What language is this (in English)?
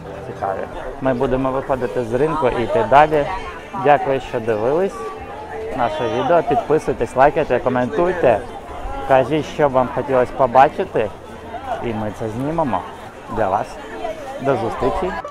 Ukrainian